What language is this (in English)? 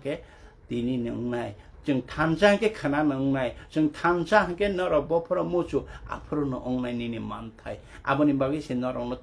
Kok Borok